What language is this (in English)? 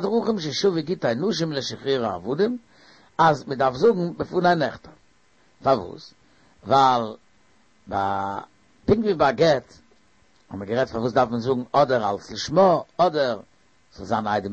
Yiddish